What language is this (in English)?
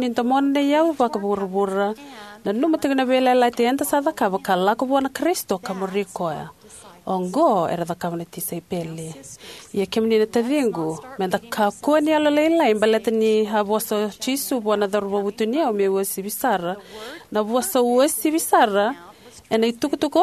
Fijian